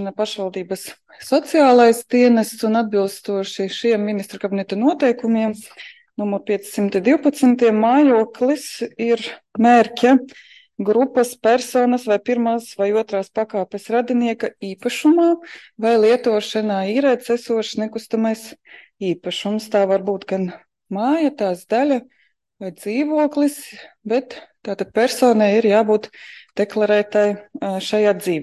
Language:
Latvian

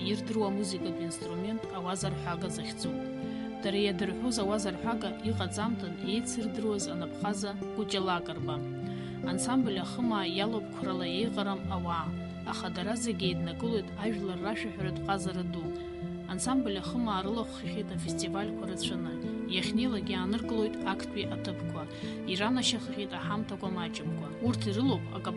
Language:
Abkhazian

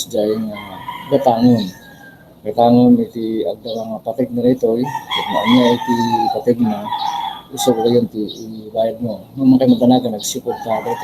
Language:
Iloko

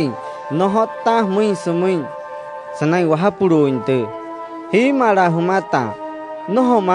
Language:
Wayuu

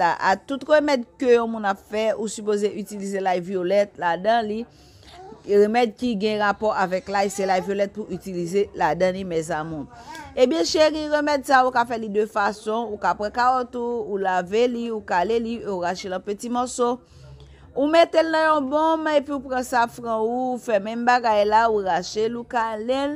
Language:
Haitian Creole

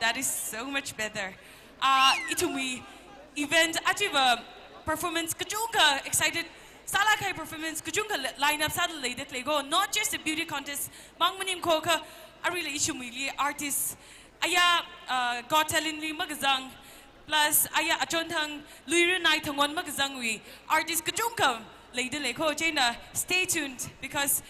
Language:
Tangkhul Naga (India)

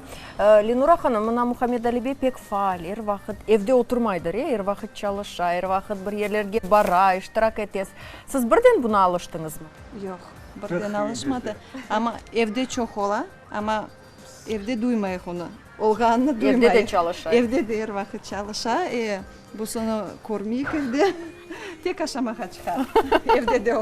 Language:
Crimean Tatar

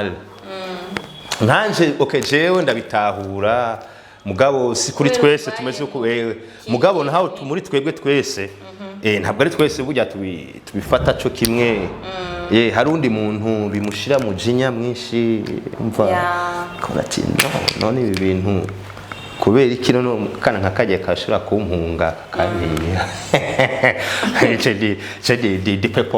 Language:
Rundi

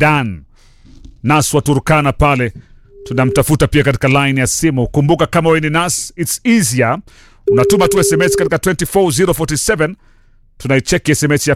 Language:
Swahili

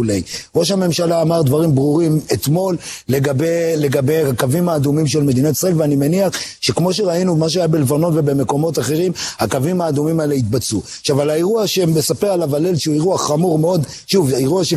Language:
Hebrew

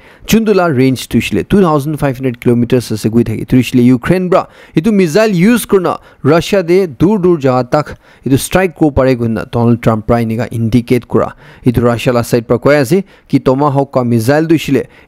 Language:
Naga Pidgin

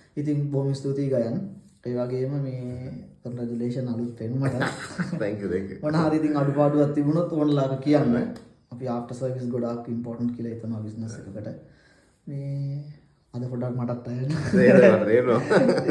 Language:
Sinhala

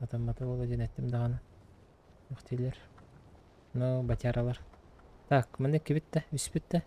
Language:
Yakut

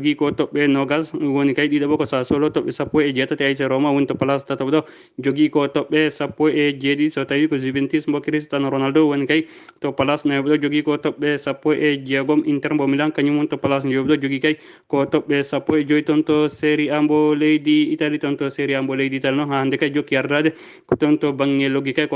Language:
Fula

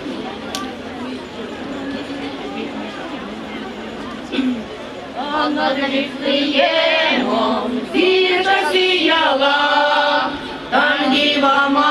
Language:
Ukrainian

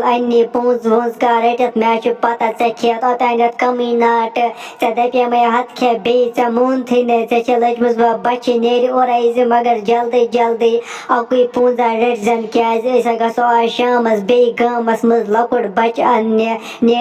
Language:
Kashmiri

